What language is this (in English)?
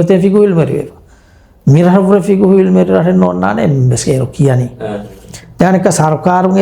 Divehi